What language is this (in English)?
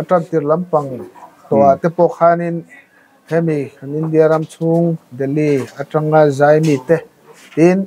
Mizo